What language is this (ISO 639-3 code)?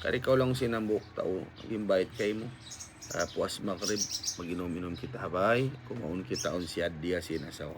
tsg